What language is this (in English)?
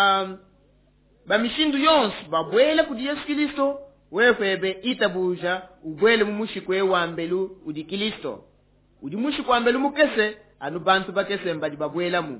Luba-Lulua